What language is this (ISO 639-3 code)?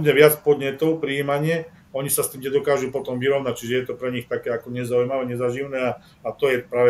slk